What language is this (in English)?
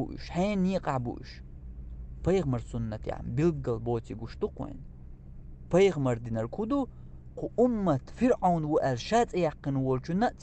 Chechen